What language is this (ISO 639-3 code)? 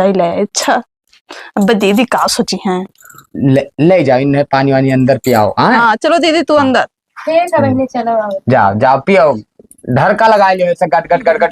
awa